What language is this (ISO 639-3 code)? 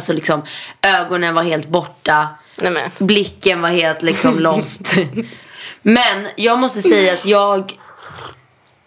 swe